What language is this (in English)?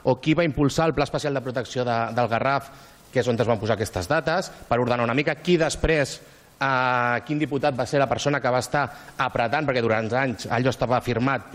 Catalan